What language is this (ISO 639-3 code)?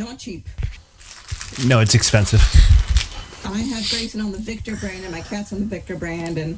eng